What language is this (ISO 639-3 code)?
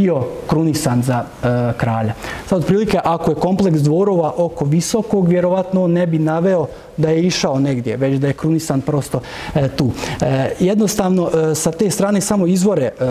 srp